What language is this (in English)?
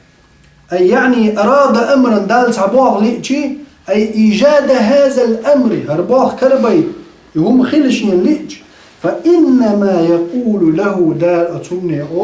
Chechen